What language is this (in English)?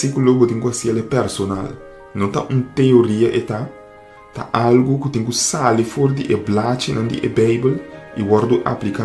Papiamento